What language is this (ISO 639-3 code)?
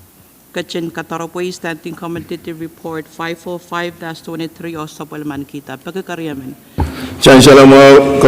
pon